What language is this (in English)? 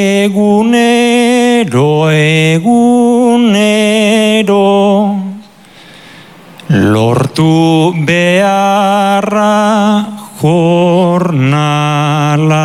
Basque